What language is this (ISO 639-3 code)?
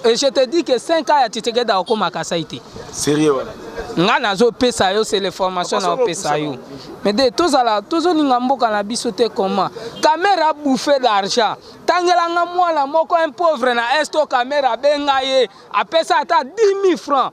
lin